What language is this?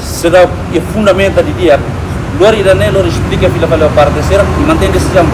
Tetum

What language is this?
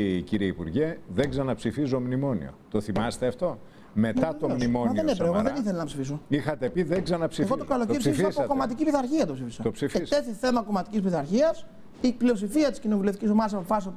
Greek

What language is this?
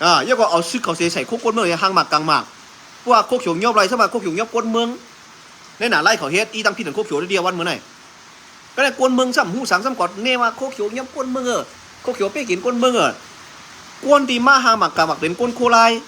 Shan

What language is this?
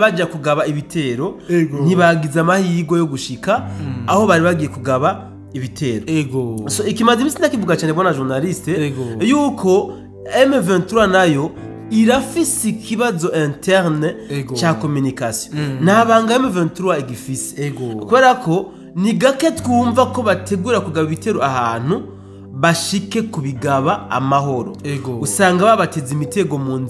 Rundi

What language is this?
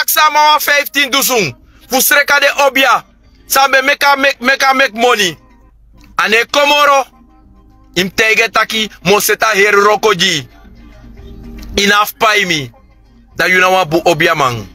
Sranan Tongo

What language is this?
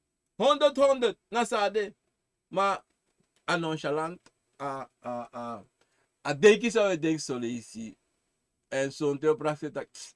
Sranan Tongo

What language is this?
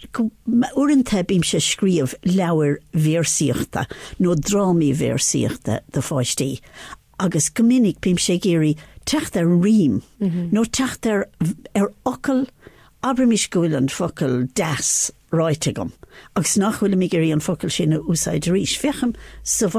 Irish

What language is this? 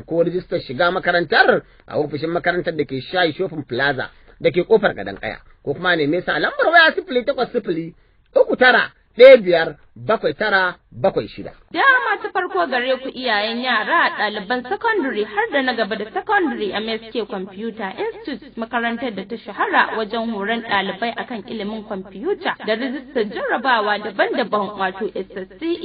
Hausa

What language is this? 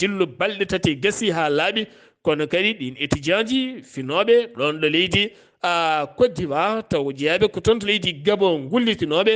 Fula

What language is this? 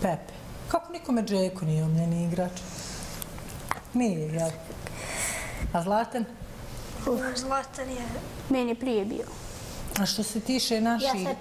Bosnian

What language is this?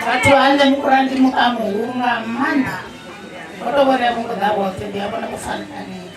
Venda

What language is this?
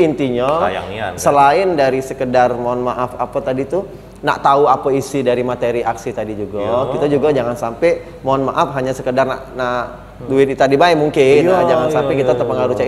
Musi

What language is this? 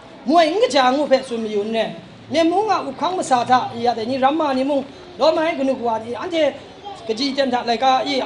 Kachin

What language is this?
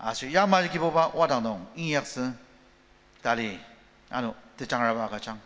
Ao Naga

